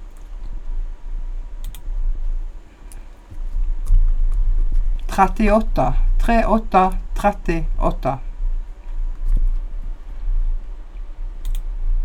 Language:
Norwegian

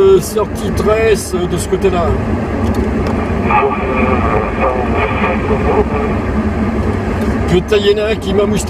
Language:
French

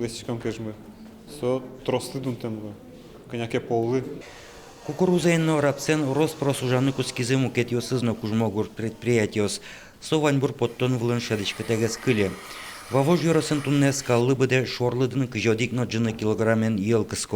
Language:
Udmurt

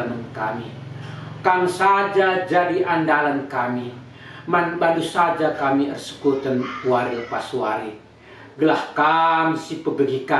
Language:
Batak Karo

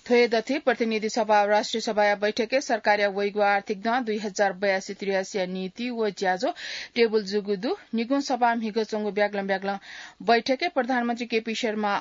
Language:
Newari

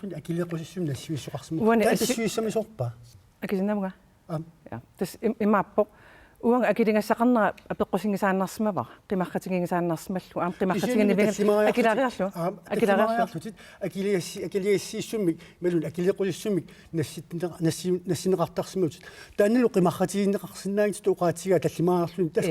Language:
Kalaallisut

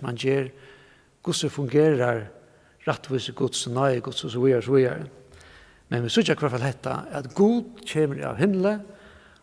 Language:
Faroese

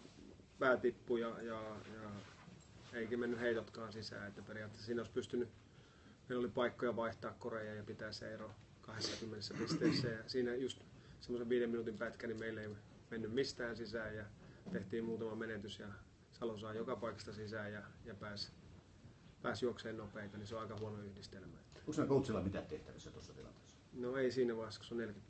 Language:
Finnish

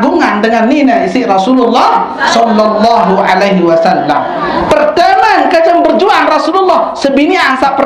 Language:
Sasak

